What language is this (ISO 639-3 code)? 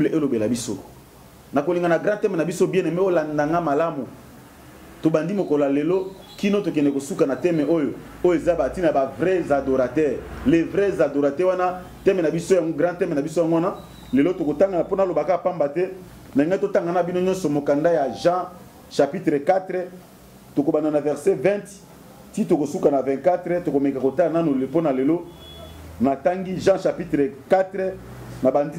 lin